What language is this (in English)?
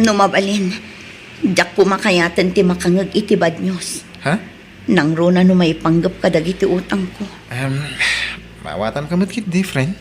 Iloko